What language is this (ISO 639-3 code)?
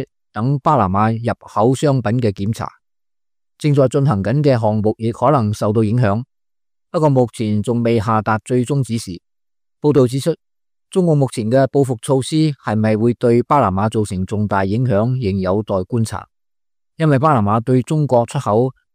yue